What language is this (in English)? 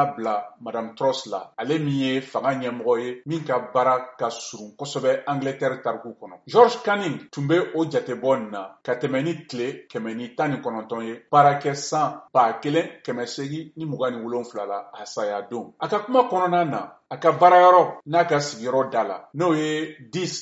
Bambara